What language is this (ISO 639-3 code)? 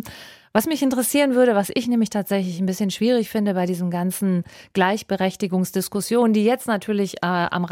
deu